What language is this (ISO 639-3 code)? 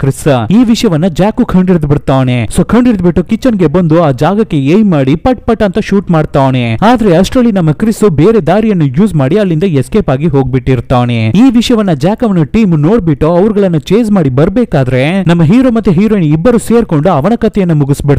kan